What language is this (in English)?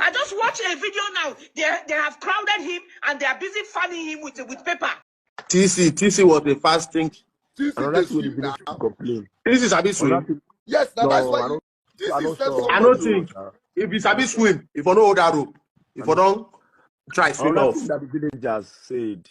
Nigerian Pidgin